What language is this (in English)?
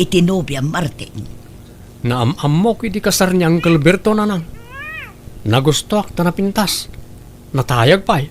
Iloko